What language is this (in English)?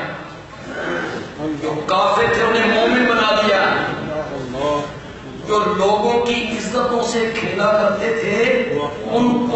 Urdu